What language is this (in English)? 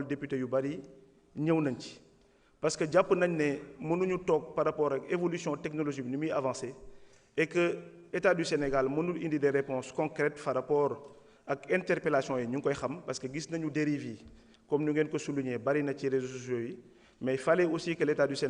Wolof